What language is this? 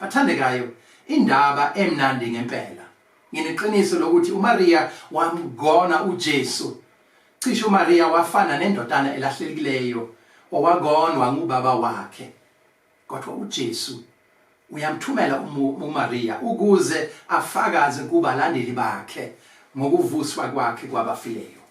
Zulu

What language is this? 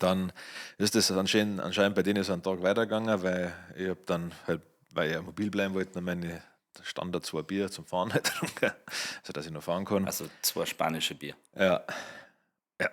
Bavarian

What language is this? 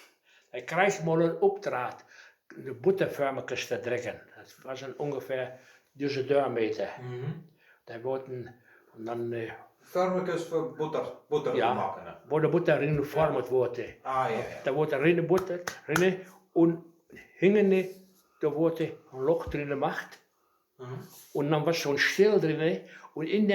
Westphalien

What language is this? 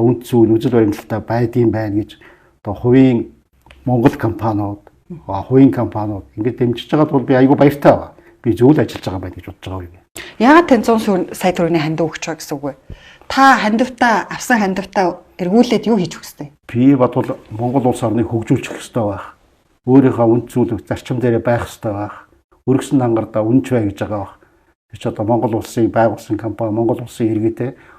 Mongolian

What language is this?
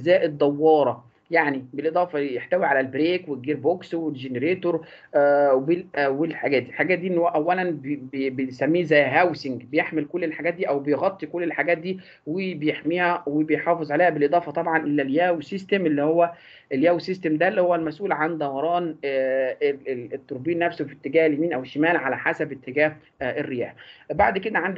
Egyptian Arabic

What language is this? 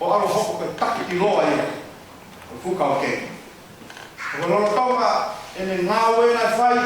Tongan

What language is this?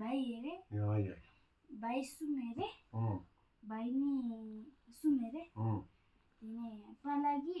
Tibetan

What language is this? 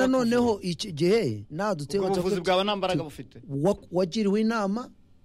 Kinyarwanda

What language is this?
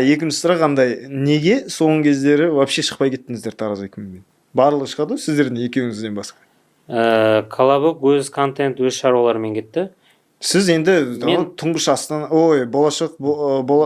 Kazakh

